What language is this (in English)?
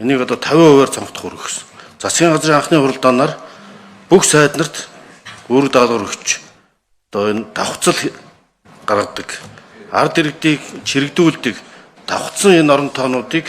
Mongolian